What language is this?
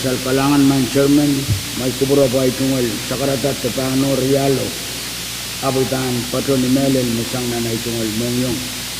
Pohnpeian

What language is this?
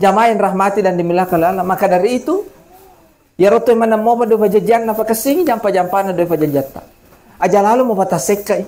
Buginese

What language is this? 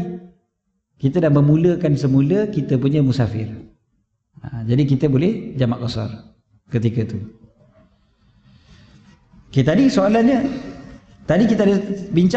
Malay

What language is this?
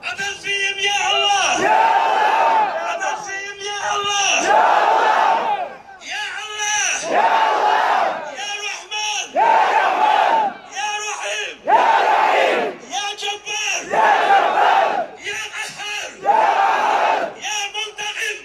Chechen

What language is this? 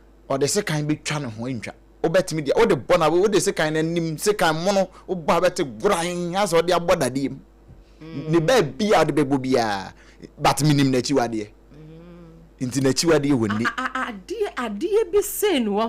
Akan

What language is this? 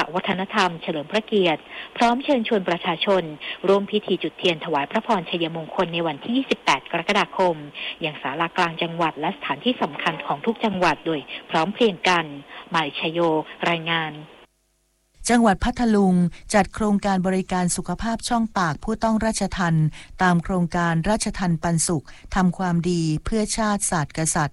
Thai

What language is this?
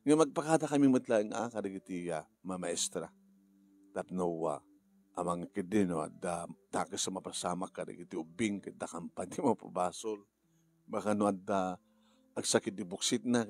Iloko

